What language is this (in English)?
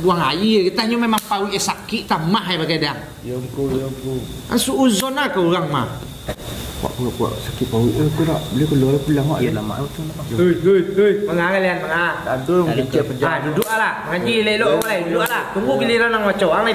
Minangkabau